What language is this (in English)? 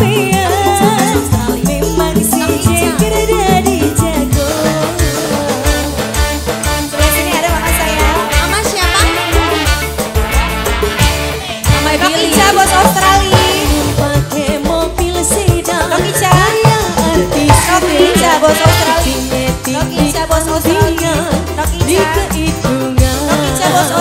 Indonesian